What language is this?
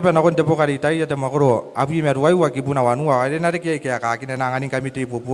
Gilbertese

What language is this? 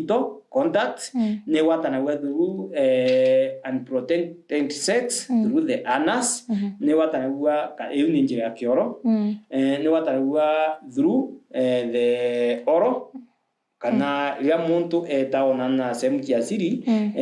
Meru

